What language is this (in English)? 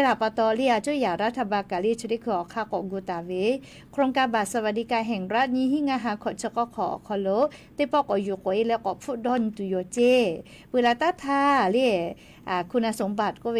Lahu